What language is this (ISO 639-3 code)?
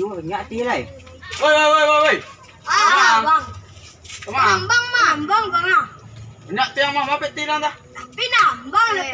min